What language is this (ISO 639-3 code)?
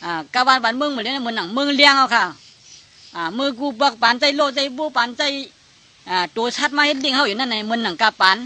shn